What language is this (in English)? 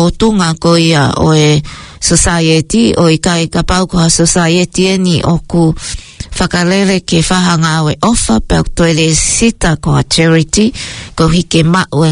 Tongan